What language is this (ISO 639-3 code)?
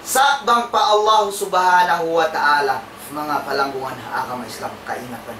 tsg